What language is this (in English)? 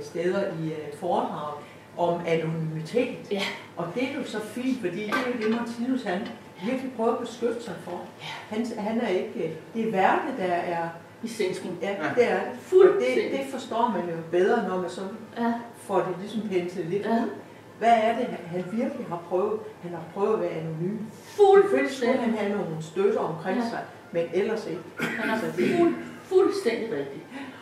Danish